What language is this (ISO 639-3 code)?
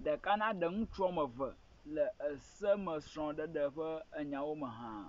ewe